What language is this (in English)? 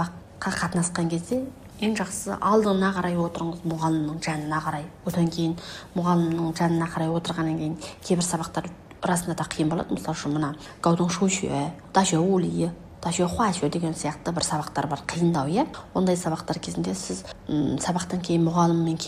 Kazakh